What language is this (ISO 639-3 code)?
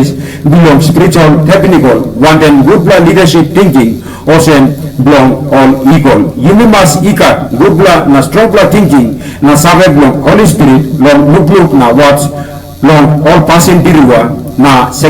tpi